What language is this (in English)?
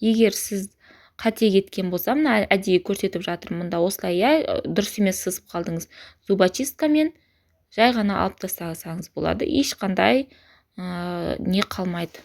Kazakh